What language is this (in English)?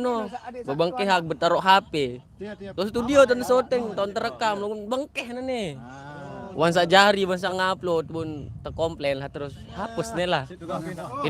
Sasak